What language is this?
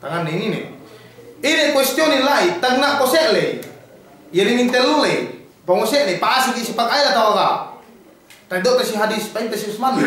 Yakan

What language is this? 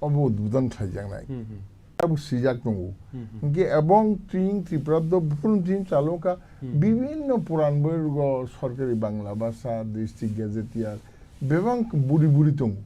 Kok Borok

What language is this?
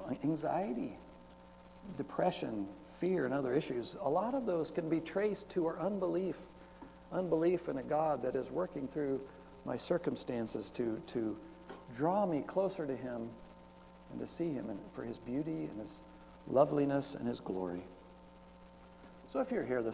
English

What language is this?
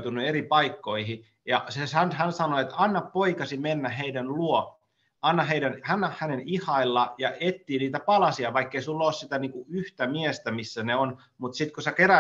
Finnish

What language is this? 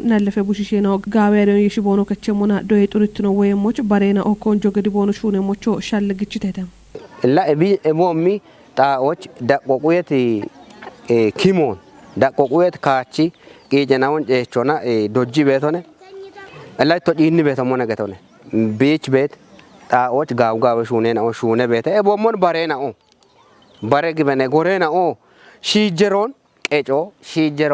Kafa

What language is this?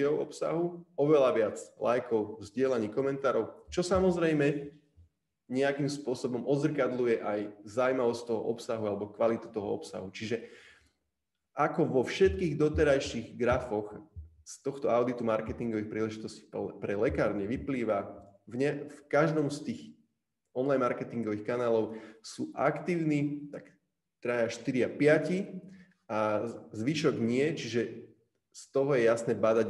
Slovak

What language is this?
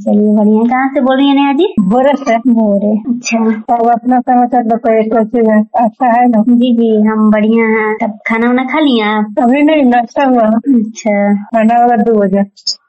Hindi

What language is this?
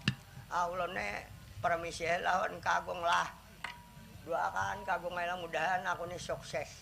Banjar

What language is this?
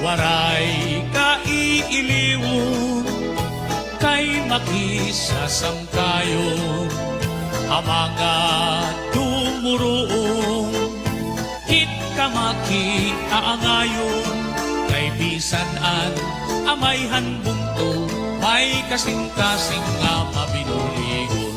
Waray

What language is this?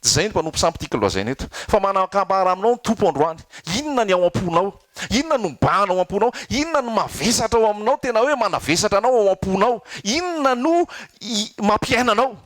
Malagasy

